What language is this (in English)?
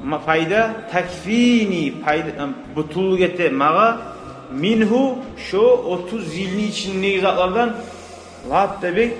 Kumyk